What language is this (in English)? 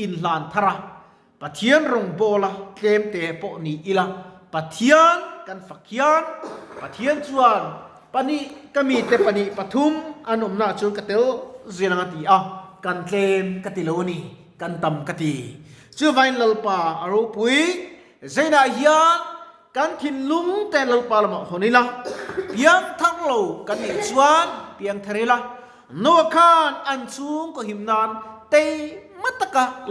Mizo